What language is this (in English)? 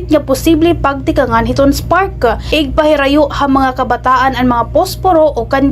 Waray